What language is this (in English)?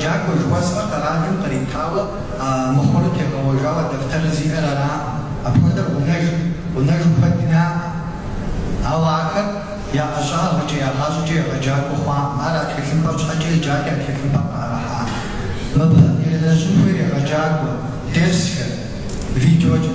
Kabardian